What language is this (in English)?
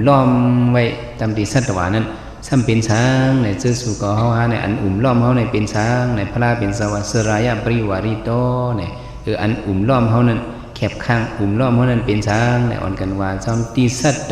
Shan